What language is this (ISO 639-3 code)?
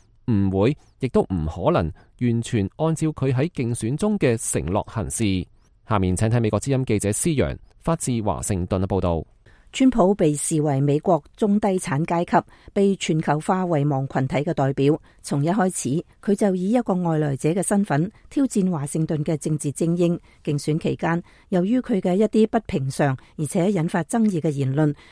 yue